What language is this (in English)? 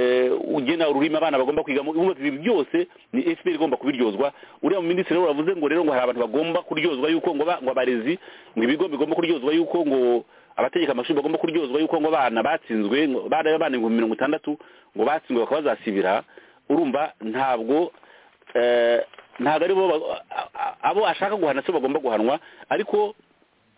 Kinyarwanda